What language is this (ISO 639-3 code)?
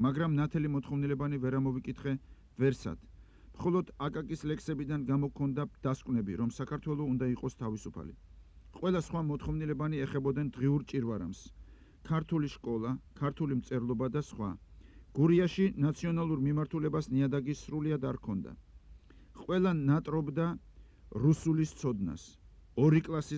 kat